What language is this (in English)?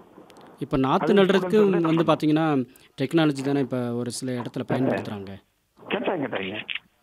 Tamil